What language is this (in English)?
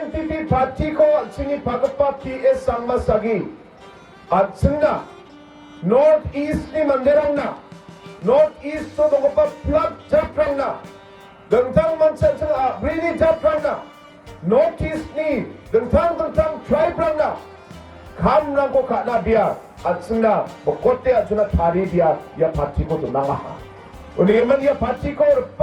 Garo